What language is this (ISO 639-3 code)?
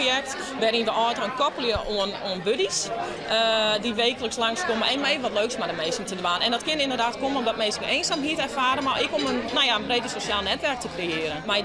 fry